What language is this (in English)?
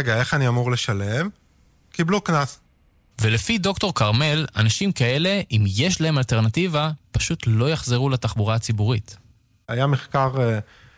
Hebrew